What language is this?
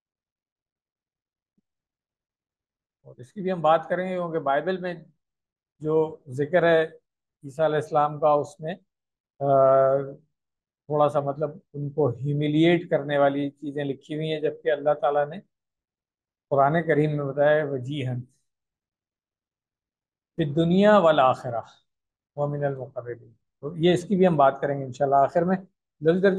Urdu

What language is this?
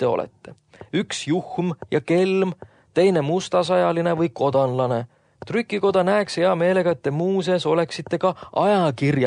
Estonian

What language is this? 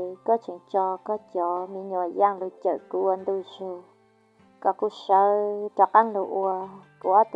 Hmong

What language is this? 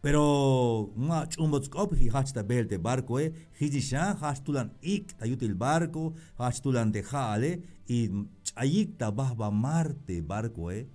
Tzeltal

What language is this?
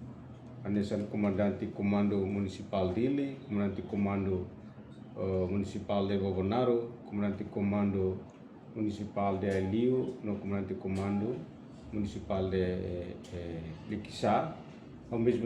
Tetum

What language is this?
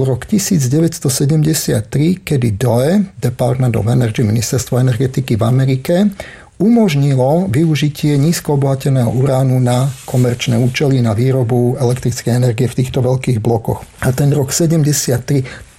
Slovak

